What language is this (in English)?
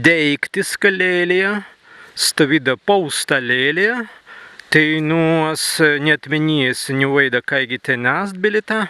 Prussian